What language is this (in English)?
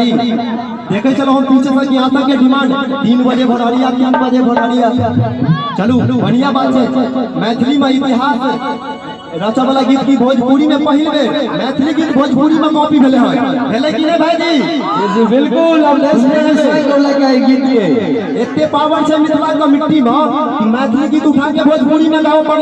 Maithili